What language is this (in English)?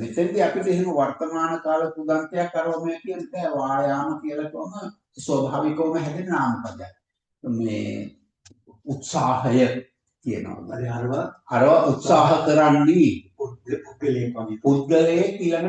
Sinhala